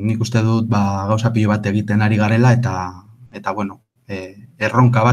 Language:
Basque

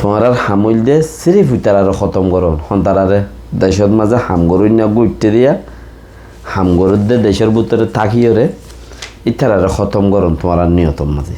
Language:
Rohingya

